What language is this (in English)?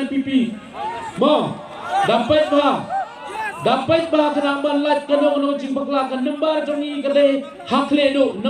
Khasi